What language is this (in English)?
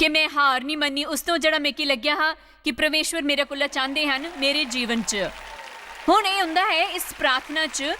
Dogri